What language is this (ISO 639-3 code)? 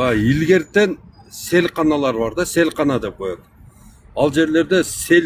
kir